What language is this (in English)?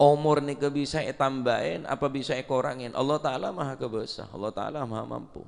Madurese